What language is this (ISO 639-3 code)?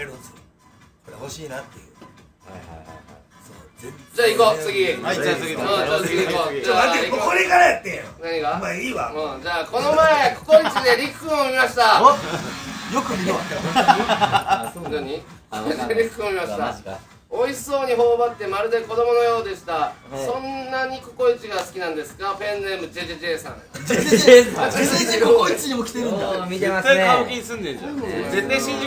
jpn